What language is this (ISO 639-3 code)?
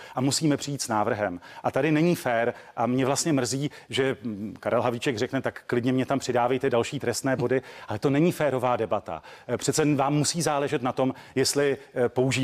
ces